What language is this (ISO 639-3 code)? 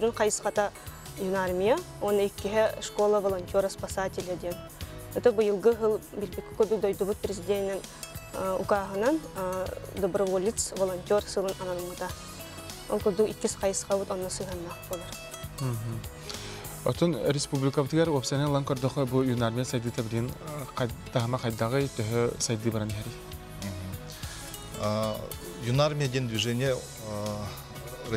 sah